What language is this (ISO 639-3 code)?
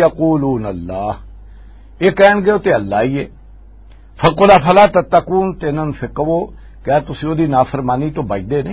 lah